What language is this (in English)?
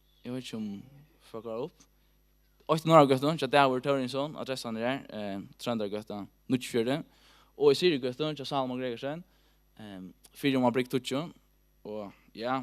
Faroese